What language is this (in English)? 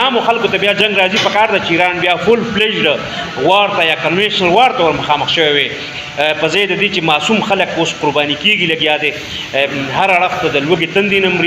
Pashto